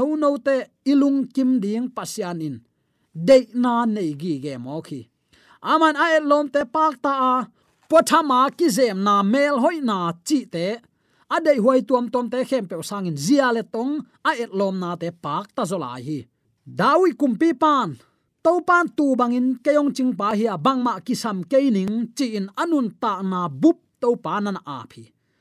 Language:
Tedim Chin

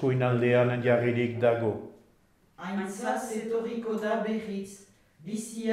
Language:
Basque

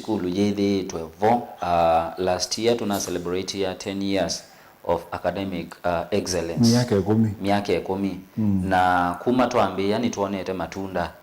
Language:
Kamba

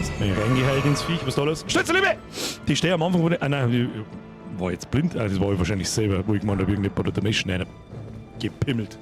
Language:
Bavarian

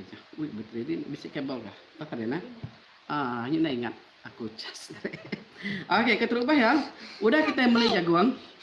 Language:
Iban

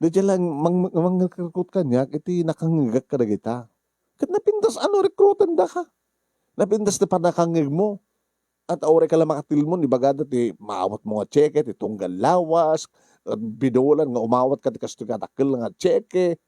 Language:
Iloko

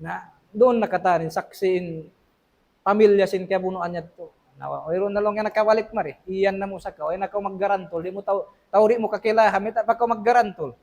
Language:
Tausug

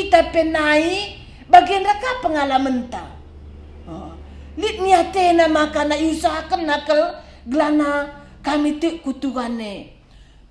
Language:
Batak Karo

